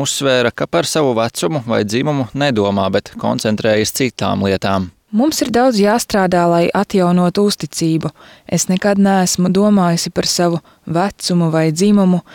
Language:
Latvian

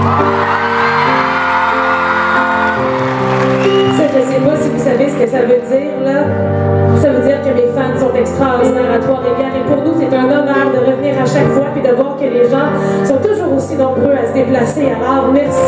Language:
French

